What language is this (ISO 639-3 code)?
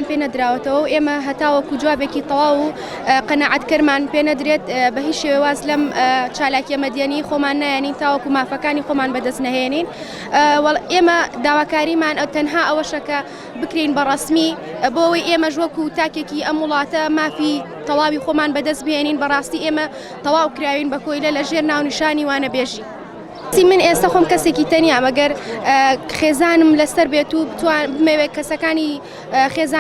ckb